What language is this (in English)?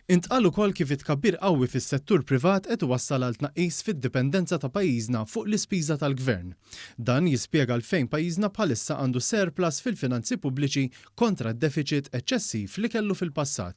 Maltese